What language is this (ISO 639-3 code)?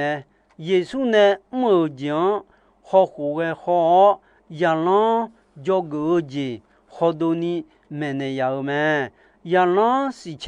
ahk